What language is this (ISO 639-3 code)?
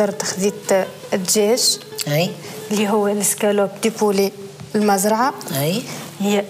aeb